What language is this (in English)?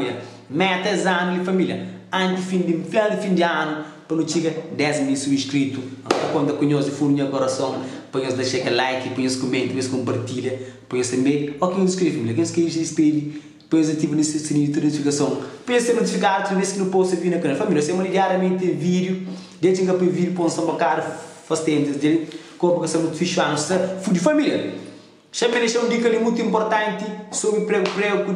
Kabuverdianu